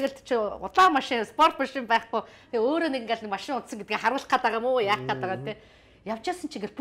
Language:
Mongolian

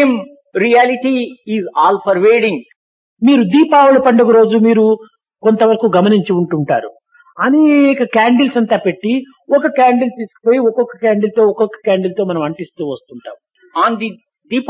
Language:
Telugu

